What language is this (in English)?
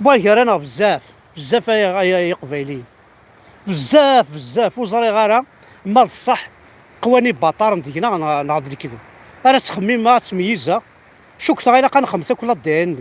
Kabyle